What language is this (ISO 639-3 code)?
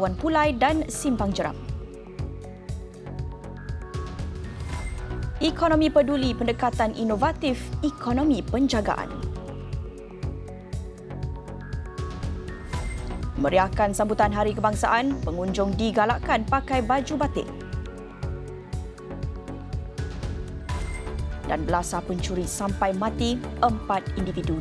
msa